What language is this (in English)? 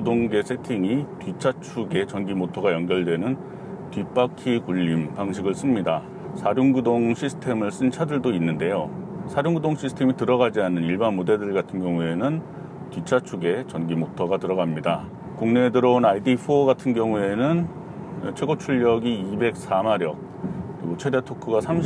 Korean